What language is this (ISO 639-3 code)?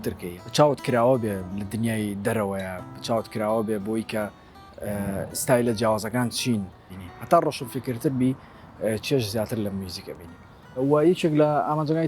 ckb